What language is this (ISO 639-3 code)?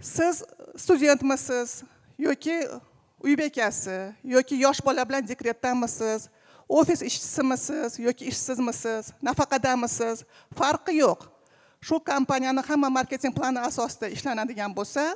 uzb